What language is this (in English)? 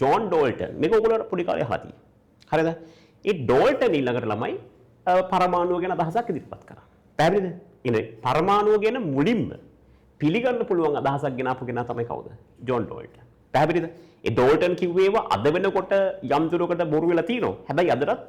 Sinhala